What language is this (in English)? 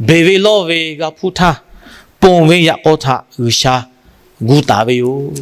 Lahu